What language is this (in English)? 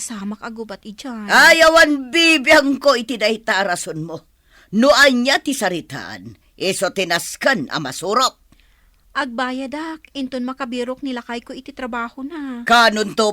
Iloko